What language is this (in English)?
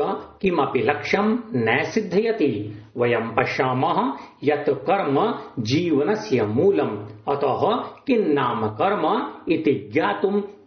Sanskrit